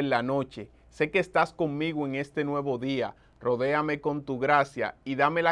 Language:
Spanish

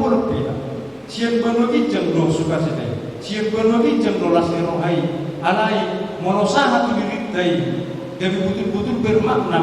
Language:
Batak Toba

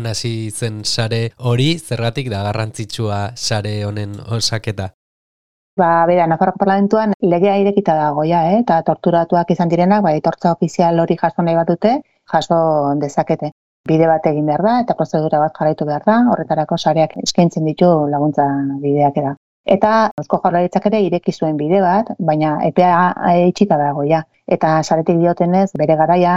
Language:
Basque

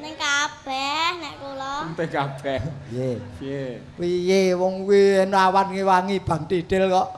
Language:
Javanese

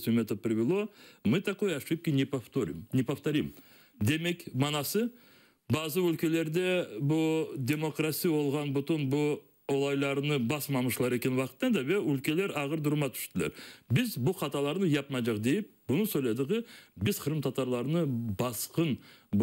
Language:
Crimean Tatar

